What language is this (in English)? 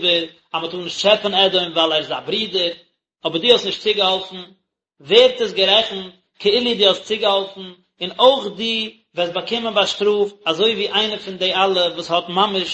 Yiddish